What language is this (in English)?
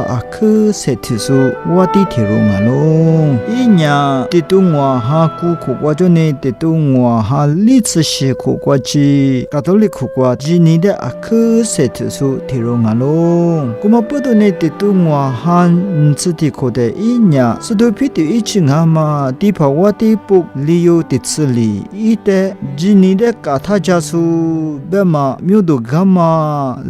Lisu